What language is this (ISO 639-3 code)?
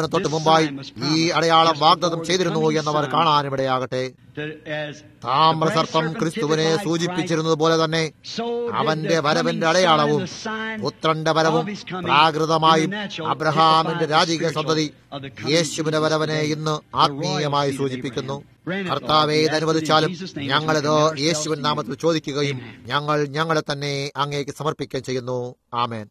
mal